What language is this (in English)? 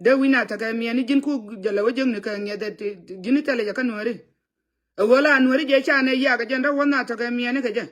Nuer